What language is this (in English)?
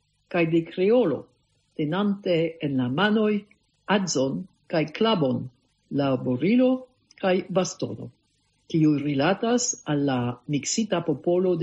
Esperanto